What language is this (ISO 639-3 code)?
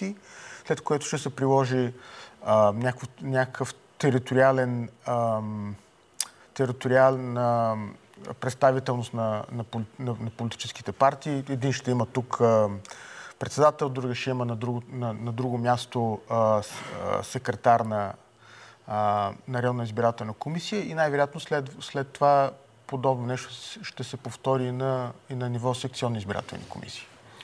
bul